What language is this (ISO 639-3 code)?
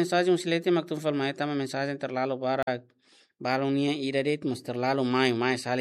tet